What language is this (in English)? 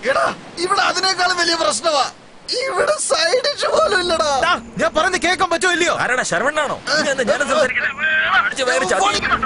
Malayalam